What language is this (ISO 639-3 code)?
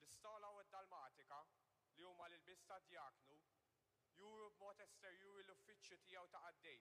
mlt